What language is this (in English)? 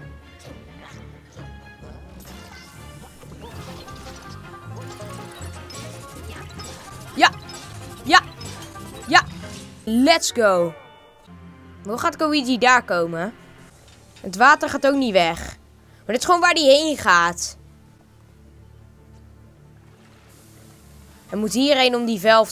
Dutch